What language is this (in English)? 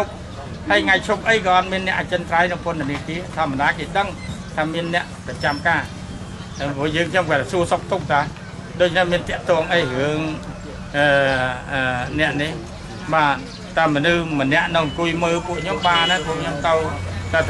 Khmer